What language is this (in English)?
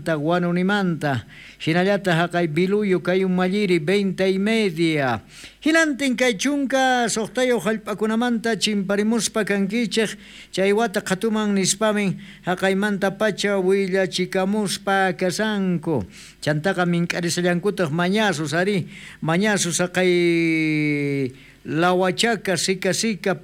South Bolivian Quechua